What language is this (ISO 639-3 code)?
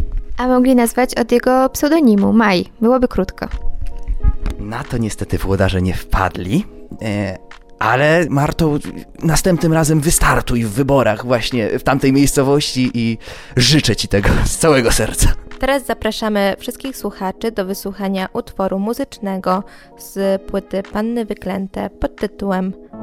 pol